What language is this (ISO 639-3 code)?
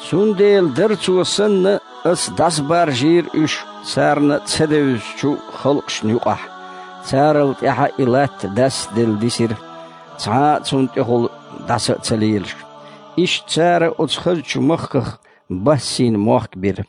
che